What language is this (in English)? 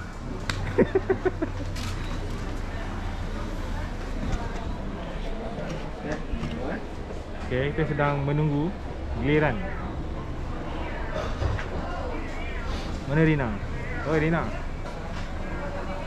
Malay